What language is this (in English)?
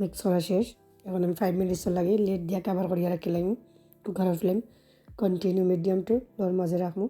Sylheti